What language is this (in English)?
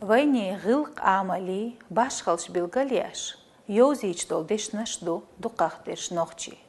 Chechen